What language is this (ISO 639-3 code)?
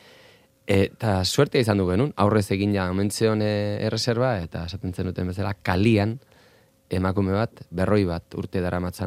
eus